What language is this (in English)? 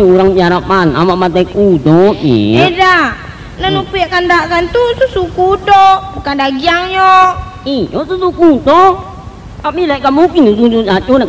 Minangkabau